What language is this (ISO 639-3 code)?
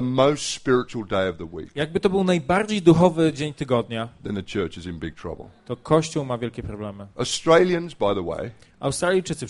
pol